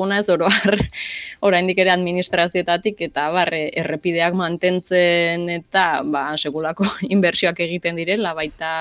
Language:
Basque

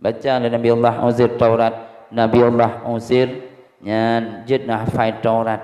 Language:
Achinese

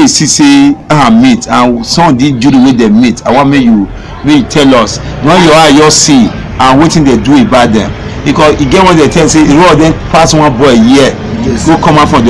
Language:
Nigerian Pidgin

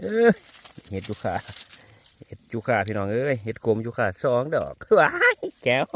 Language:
Northeastern Thai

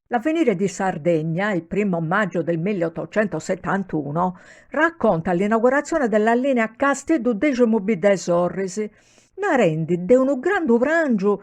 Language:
Sardinian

